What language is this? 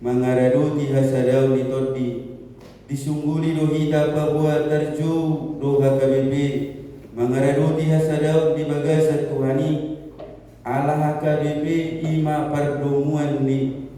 Batak Toba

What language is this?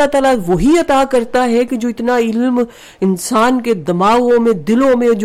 Urdu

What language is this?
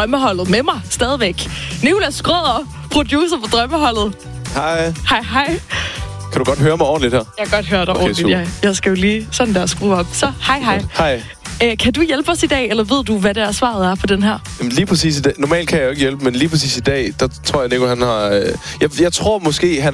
Danish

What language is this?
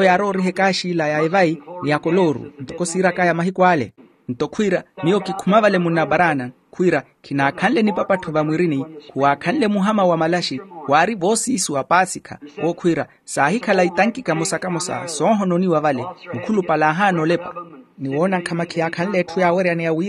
Makhuwa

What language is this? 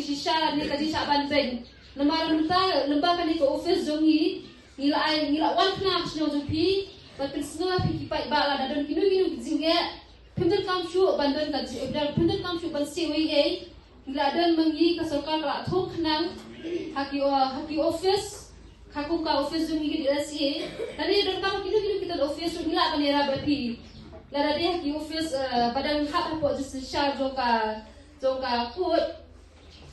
Khasi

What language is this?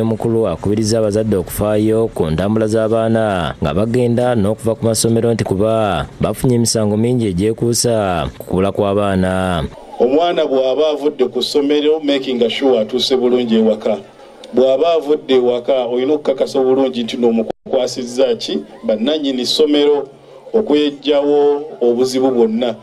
Ganda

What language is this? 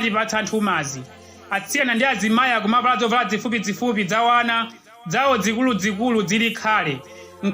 Nyanja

